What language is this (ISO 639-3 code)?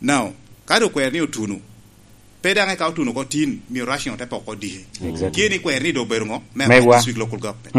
laj